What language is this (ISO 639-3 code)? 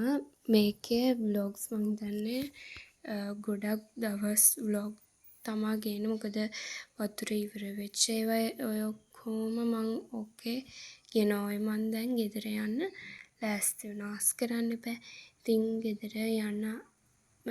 sin